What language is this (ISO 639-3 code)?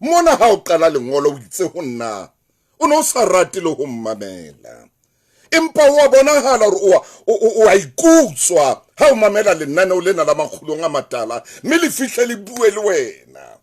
sot